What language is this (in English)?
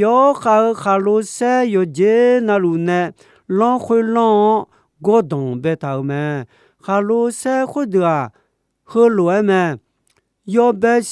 Akha